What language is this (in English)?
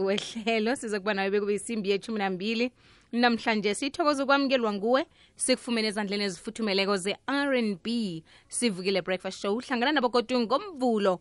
South Ndebele